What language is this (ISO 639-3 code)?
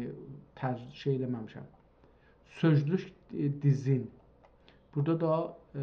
azb